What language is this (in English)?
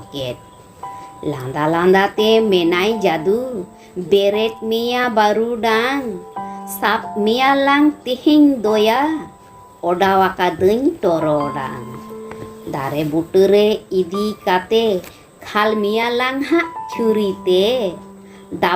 Santali